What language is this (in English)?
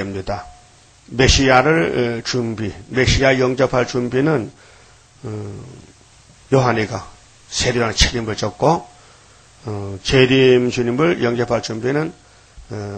Korean